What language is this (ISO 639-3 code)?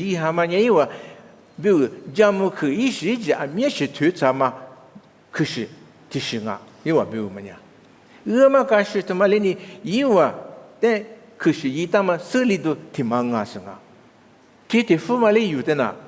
lis